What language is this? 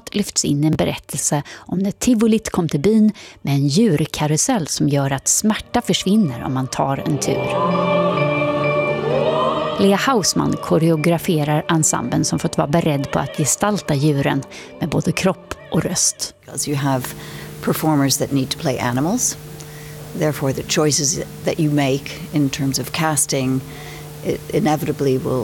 Swedish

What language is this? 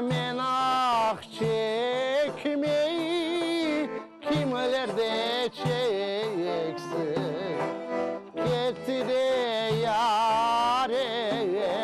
Crimean Tatar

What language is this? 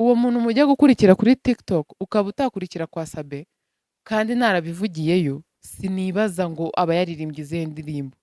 Kinyarwanda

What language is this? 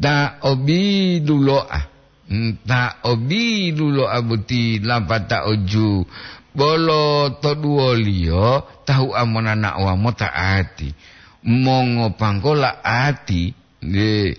Gorontalo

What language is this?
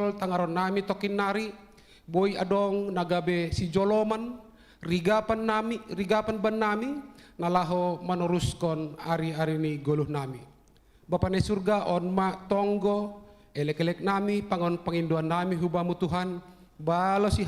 Batak Simalungun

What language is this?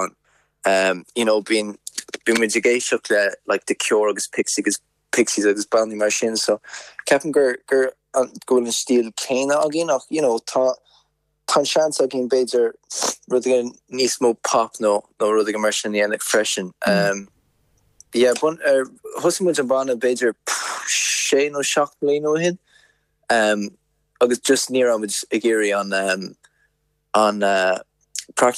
Irish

